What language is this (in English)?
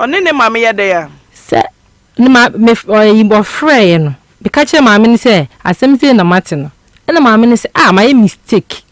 Akan